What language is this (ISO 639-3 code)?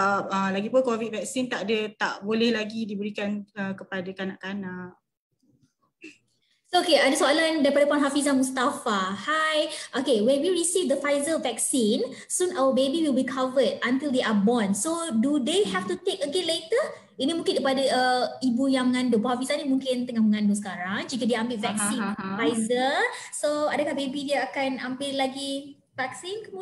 msa